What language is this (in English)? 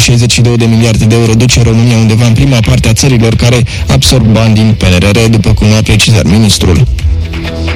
Romanian